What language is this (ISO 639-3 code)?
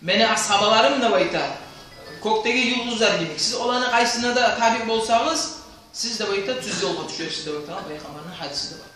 kum